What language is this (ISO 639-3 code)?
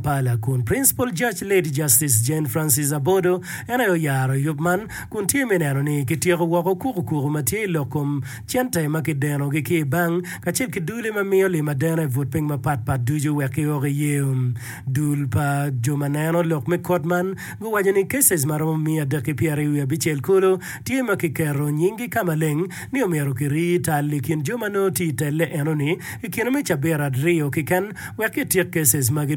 ach